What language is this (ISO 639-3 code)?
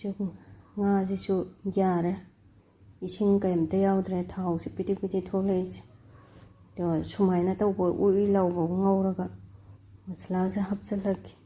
mni